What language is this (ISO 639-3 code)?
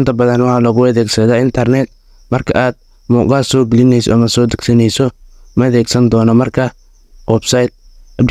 som